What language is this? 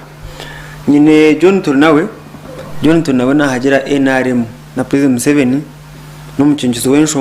Nyankole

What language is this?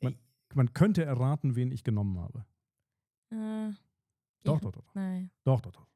Swiss German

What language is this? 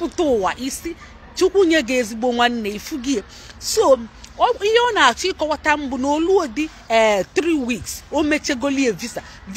Igbo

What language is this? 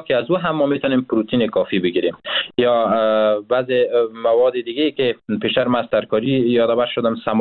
Persian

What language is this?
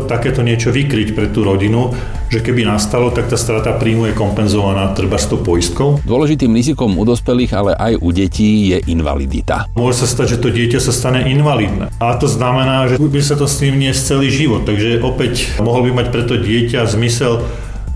Slovak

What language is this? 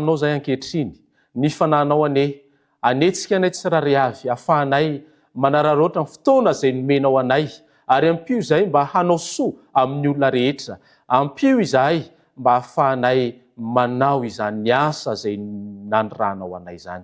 Malagasy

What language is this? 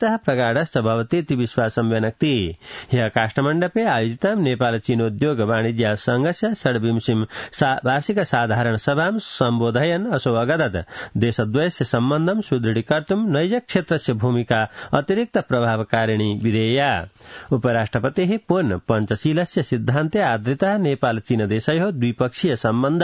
Sanskrit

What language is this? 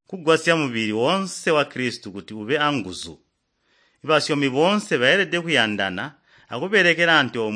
Tonga (Zambia)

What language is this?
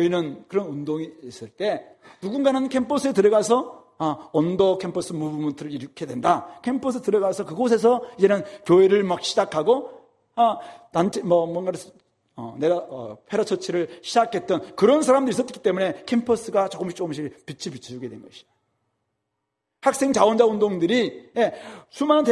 Korean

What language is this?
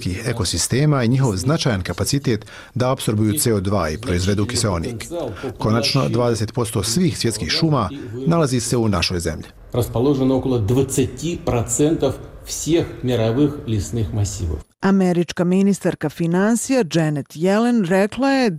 Bosnian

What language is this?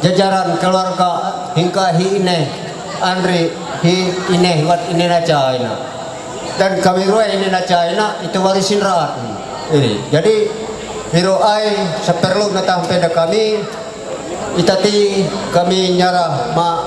Ma'anyan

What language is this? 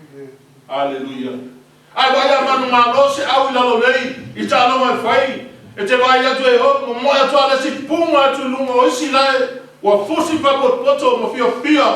Samoan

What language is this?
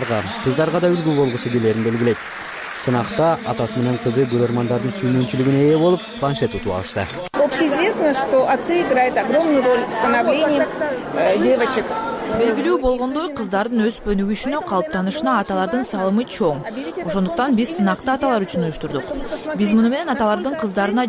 Kyrgyz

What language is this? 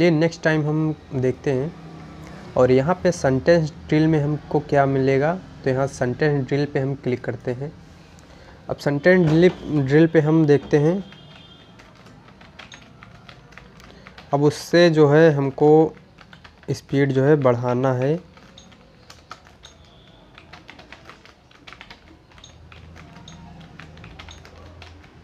Hindi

